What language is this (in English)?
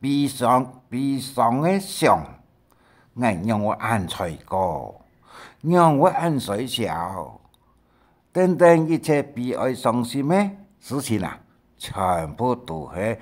Hakka Chinese